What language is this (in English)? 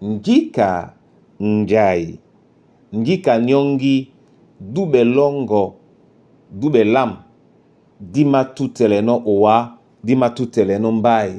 Duala